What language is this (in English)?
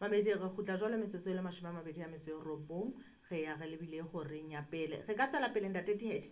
Southern Sotho